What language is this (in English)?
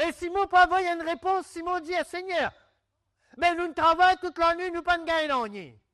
Morisyen